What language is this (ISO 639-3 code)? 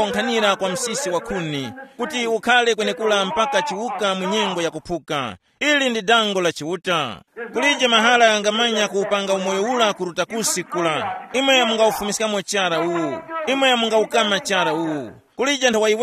tum